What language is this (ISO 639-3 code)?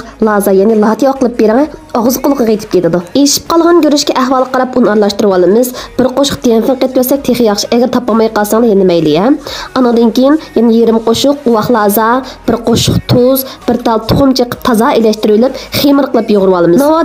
uig